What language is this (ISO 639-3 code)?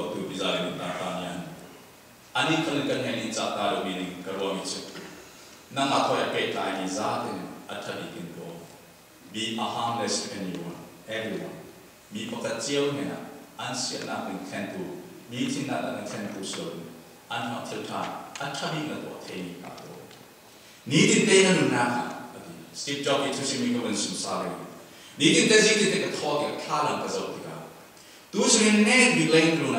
cfm